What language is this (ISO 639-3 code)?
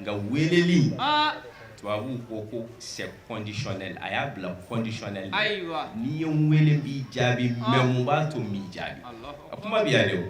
bam